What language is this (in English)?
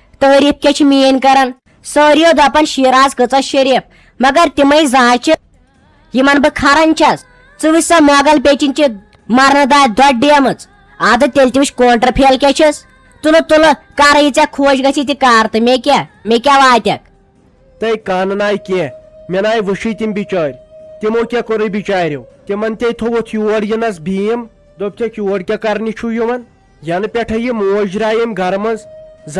Kashmiri